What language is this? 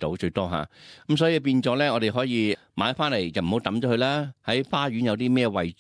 Cantonese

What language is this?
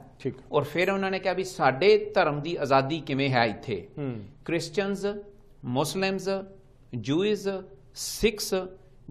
Punjabi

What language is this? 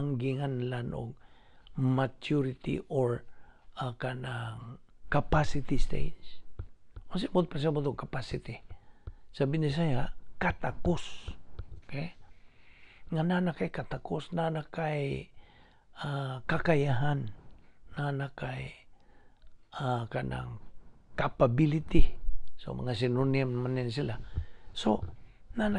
Cebuano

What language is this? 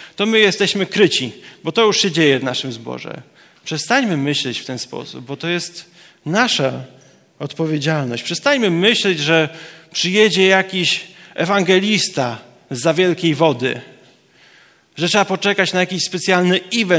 Polish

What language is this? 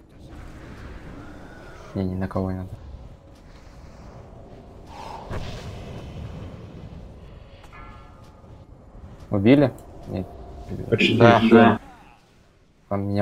Russian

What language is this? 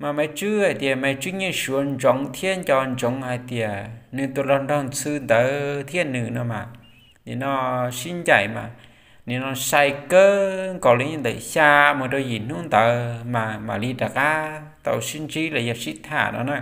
Hmong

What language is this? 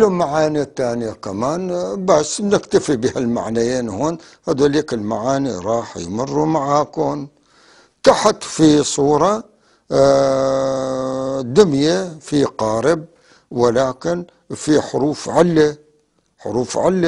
North Levantine Arabic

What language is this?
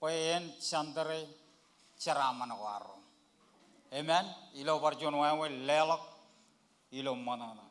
Marshallese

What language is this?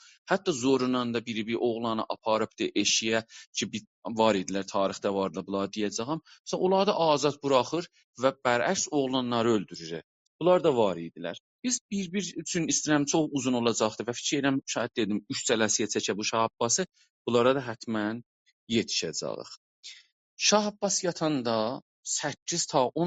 South Azerbaijani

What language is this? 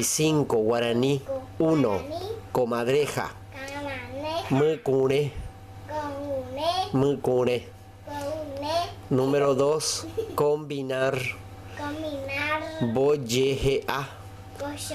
Guarani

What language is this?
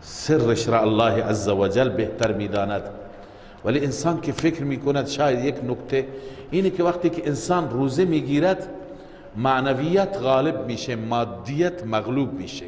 Persian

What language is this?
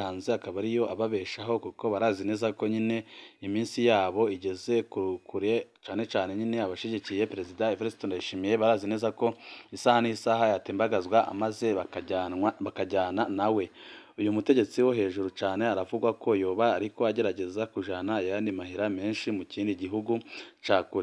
Rundi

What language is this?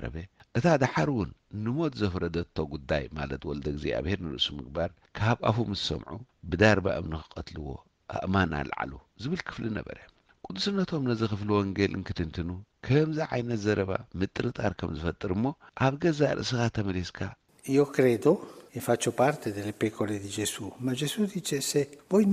Tigrinya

